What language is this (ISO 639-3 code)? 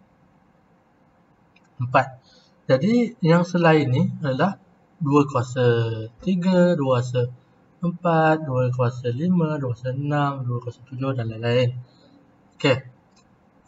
msa